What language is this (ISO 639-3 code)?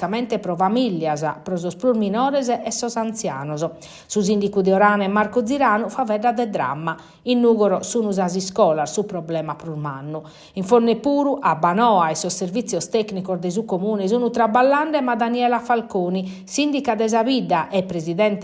srd